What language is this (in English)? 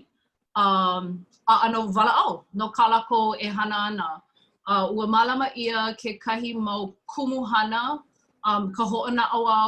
Hawaiian